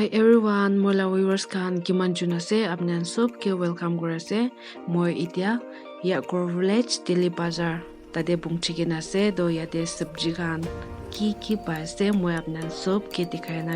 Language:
Naga Pidgin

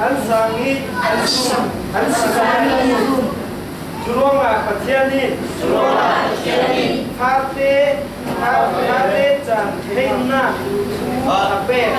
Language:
Falam Chin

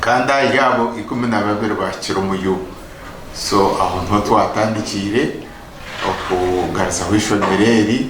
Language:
Nyankole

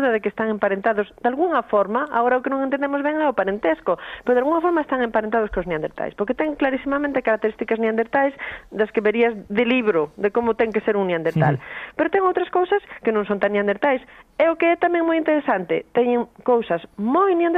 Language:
Galician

